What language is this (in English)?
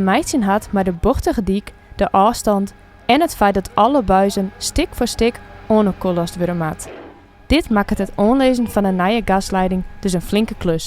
Western Frisian